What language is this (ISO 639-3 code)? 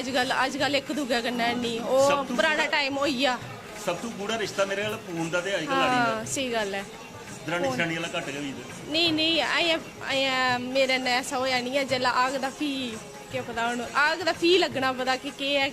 doi